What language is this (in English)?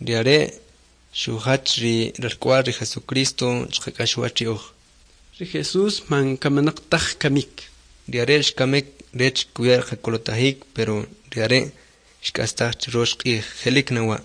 Kʼicheʼ